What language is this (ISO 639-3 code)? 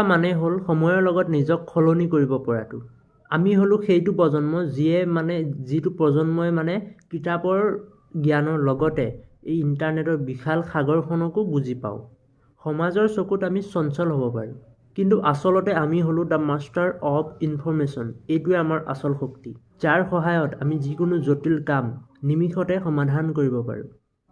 asm